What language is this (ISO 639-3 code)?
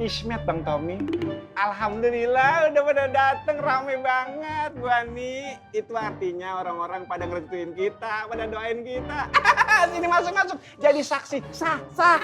bew